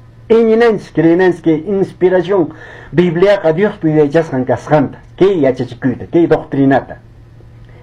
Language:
Quechua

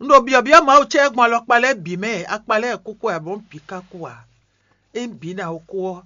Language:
Fon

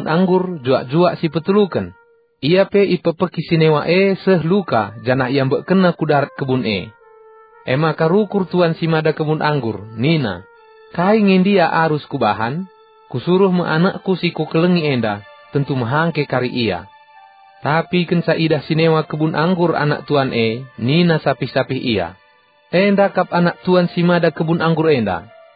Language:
Batak Karo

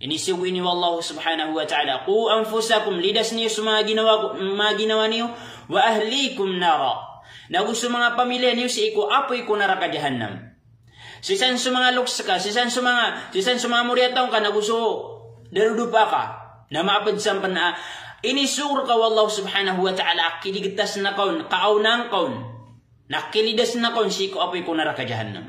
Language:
Maranao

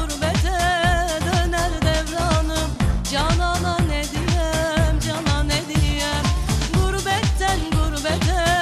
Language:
Turkish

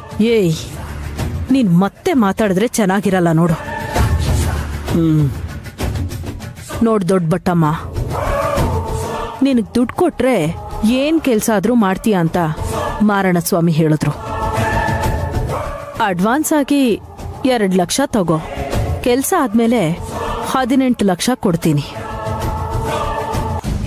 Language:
Kannada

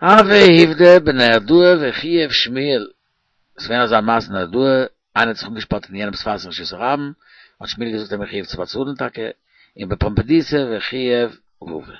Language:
Yiddish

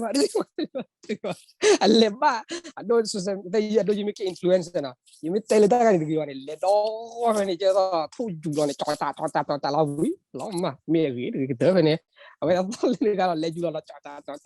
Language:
S'gaw Karen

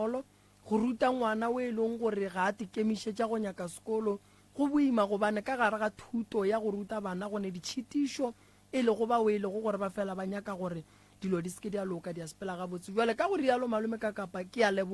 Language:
Northern Sotho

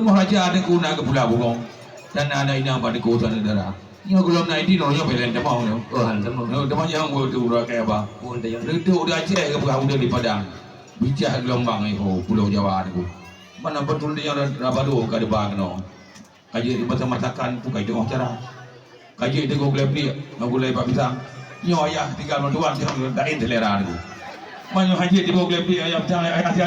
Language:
Achinese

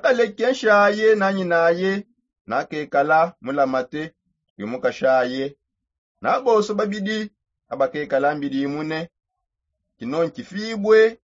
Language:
Songe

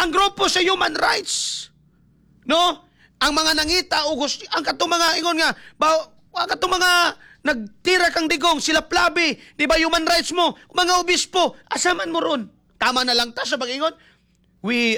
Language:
Cebuano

